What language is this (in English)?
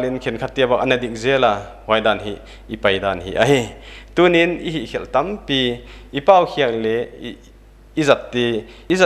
Paite Chin